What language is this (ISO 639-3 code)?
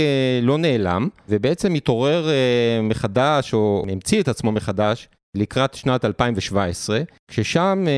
heb